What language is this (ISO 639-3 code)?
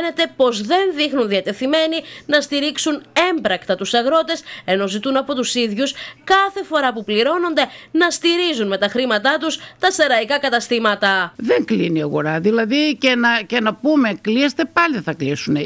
ell